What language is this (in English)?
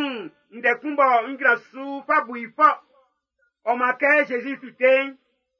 Baoulé